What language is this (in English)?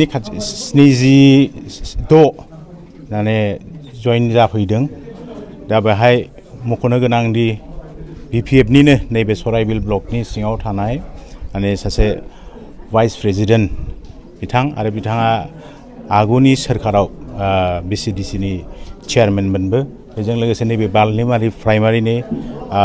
Bodo